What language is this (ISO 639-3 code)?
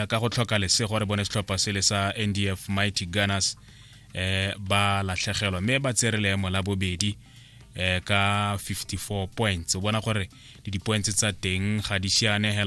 tsn